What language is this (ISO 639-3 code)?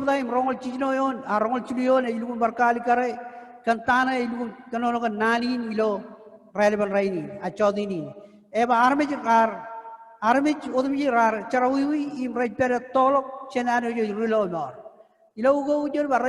mah